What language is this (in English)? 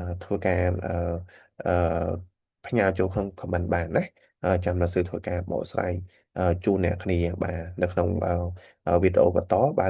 Khmer